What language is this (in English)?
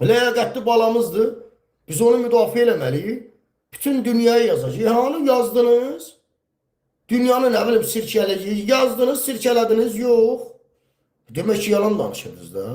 Azerbaijani